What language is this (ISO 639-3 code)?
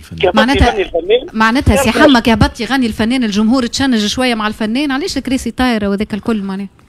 aeb